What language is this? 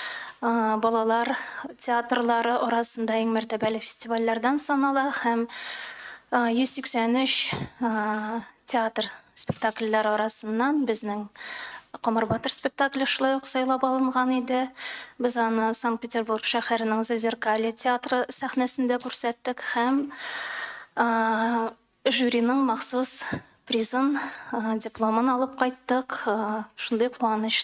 Tatar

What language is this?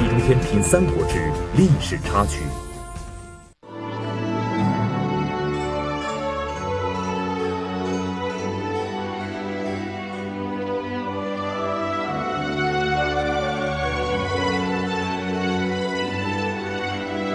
Chinese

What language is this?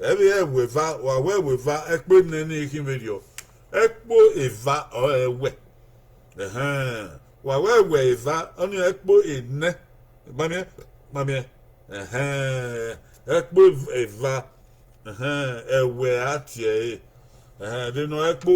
Bini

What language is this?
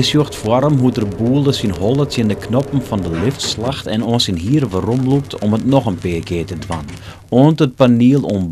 Western Frisian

